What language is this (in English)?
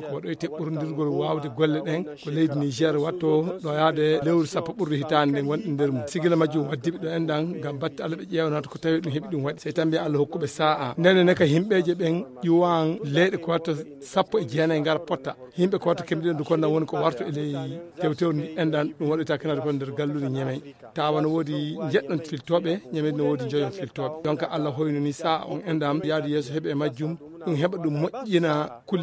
Nigerian Fulfulde